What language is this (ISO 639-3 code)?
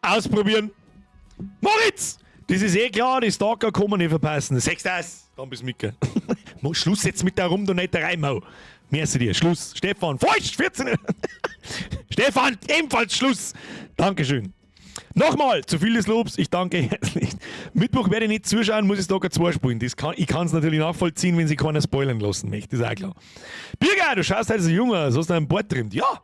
bar